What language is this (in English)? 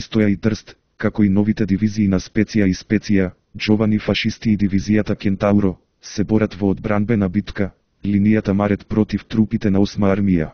Macedonian